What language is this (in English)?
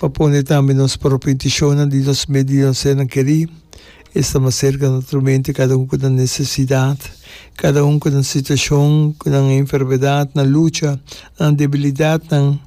Papiamento